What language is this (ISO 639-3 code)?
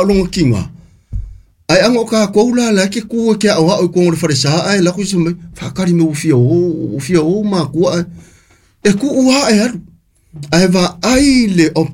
smo